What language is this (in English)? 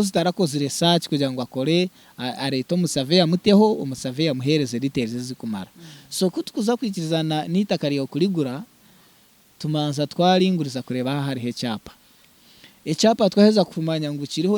Nyankole